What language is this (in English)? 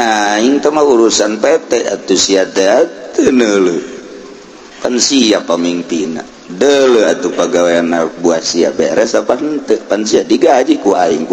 Sundanese